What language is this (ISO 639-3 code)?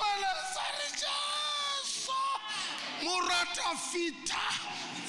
tsn